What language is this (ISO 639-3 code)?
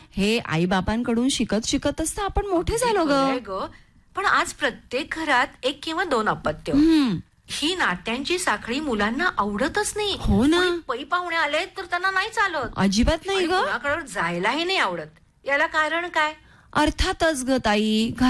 mar